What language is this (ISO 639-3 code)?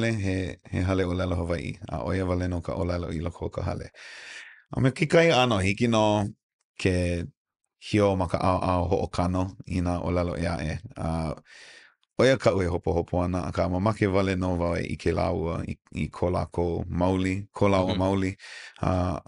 haw